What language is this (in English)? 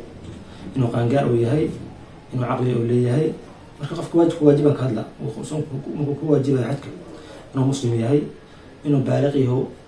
Somali